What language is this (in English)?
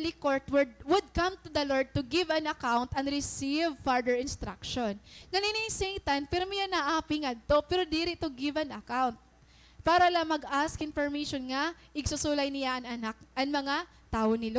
Waray